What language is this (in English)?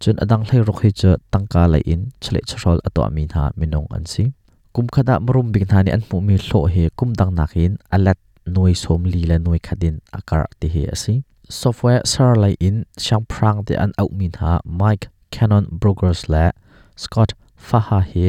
Hakha Chin